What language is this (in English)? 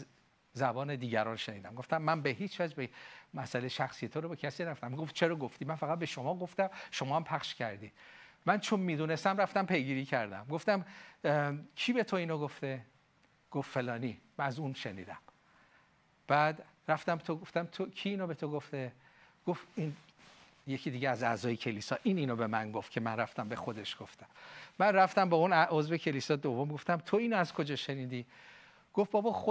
Persian